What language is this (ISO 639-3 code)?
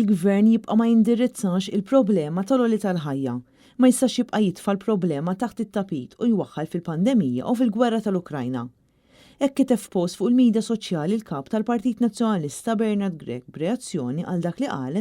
mlt